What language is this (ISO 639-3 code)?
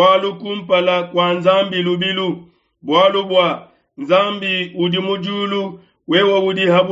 lua